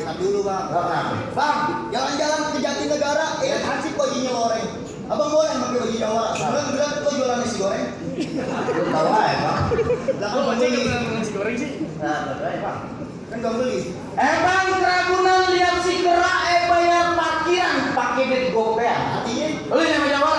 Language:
Betawi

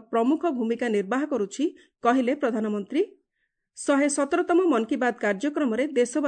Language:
Odia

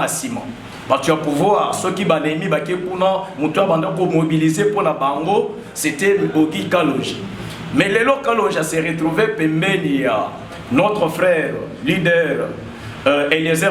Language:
Lingala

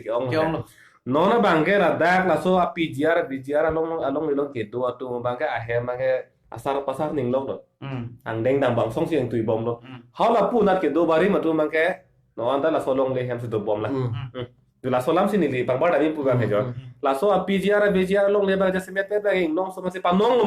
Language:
Karbi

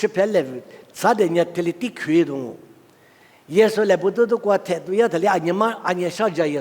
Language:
Lisu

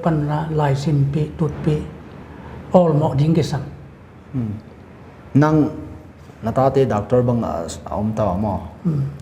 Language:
Paite Chin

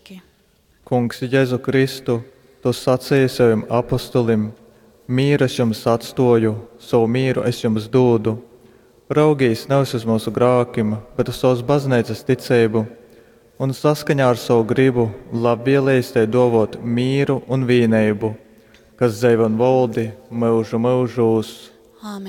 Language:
Latgalian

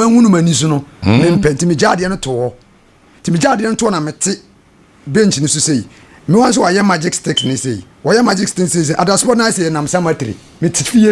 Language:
Akan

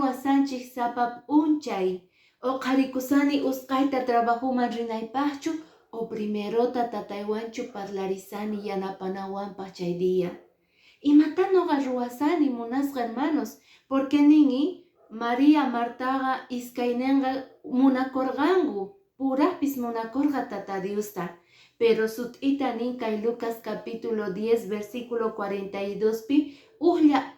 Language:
Quechua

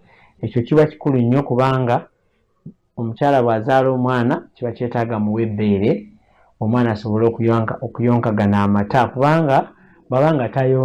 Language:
Ganda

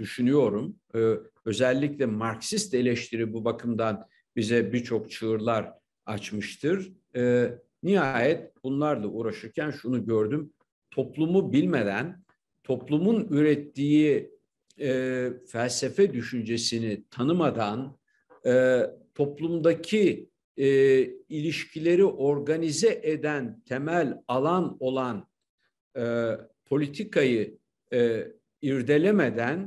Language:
Turkish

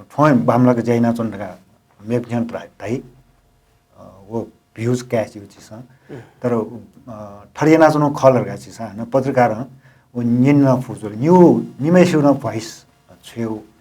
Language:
Newari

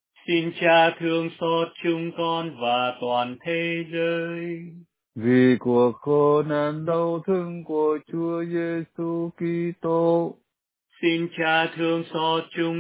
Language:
Vietnamese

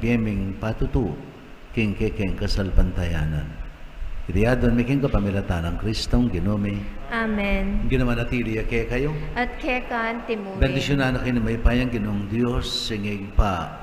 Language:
Pampanga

